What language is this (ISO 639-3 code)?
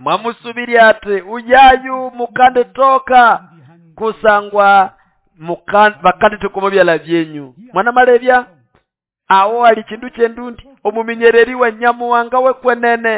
nnb